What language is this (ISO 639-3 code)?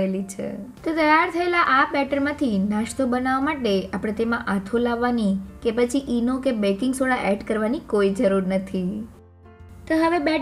guj